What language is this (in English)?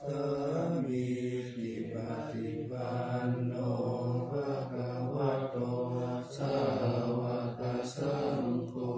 Pali